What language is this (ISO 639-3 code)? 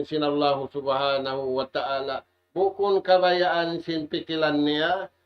tsg